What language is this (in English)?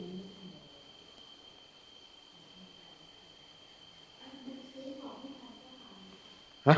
Northeastern Thai